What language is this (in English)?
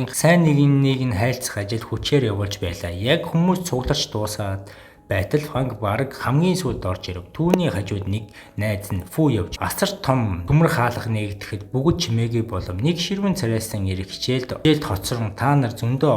Mongolian